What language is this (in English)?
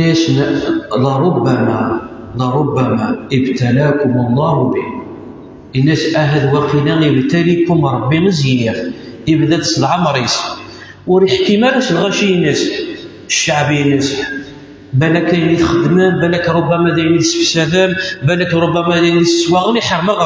Kabyle